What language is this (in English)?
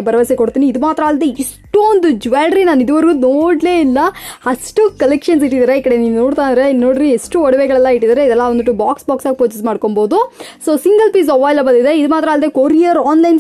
Kannada